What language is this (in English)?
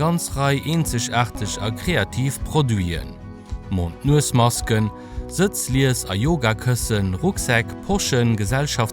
Luxembourgish